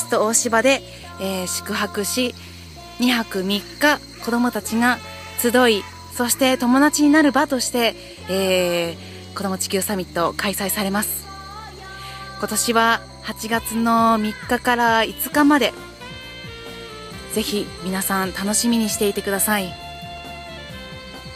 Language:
Japanese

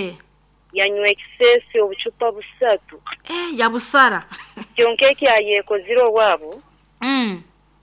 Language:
Nyankole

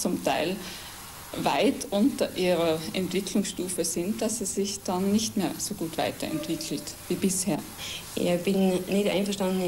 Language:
German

